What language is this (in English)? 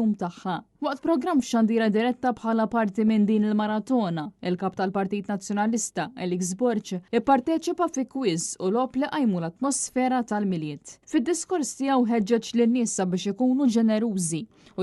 Maltese